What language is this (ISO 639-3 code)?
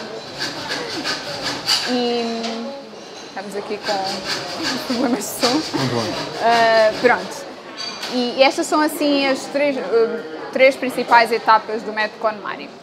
por